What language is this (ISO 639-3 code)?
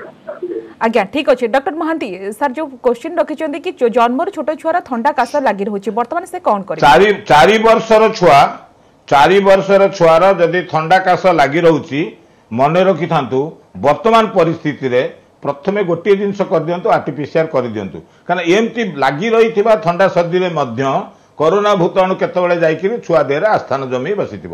ori